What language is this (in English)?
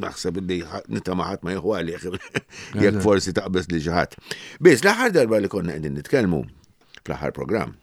Maltese